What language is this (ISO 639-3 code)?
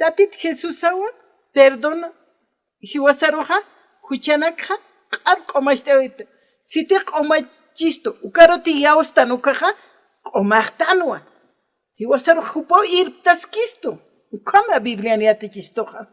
aym